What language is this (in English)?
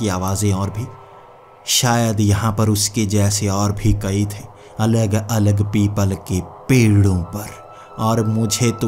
Hindi